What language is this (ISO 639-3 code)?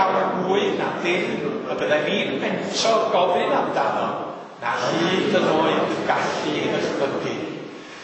cym